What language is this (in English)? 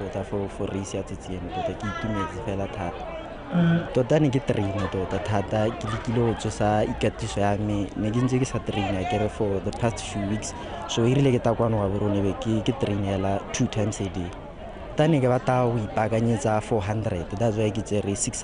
Tswana